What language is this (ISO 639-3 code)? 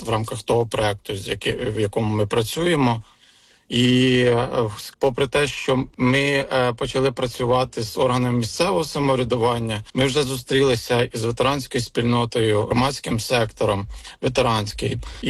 ukr